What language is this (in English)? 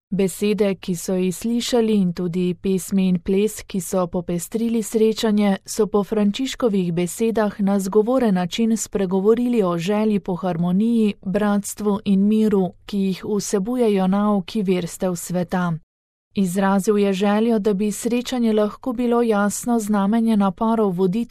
Slovenian